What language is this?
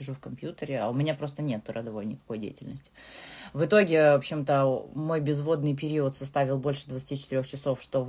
Russian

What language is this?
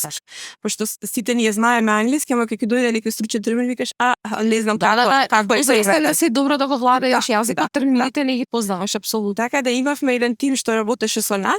Macedonian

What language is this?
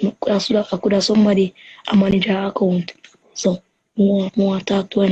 Jamaican Creole English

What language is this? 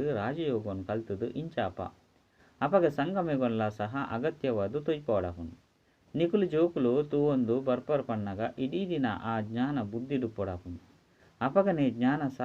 Tulu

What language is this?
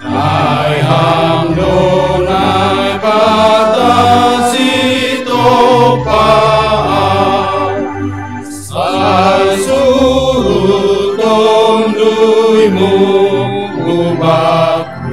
Batak Simalungun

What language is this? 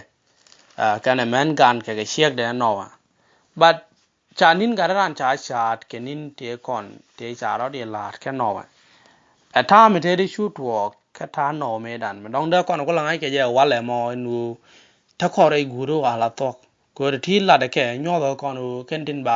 Nuer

